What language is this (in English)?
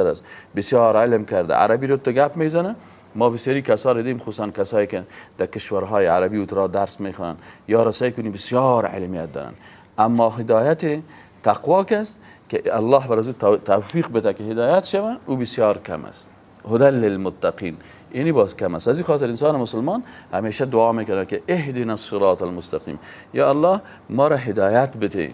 Persian